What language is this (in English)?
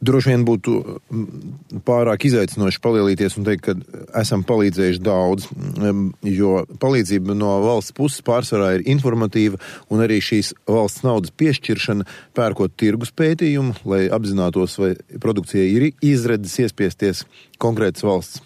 Latvian